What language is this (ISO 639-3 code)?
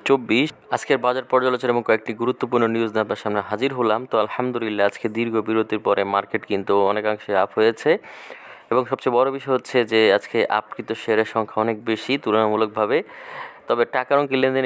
ben